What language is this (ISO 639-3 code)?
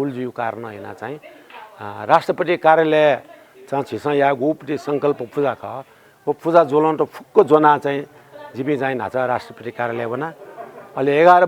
new